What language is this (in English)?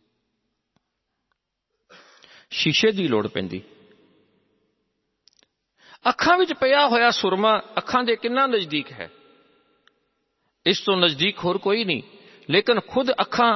Punjabi